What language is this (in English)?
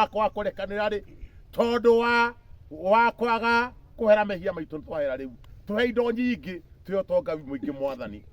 Kikuyu